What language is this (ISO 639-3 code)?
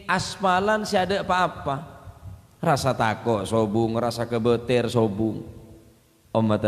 mad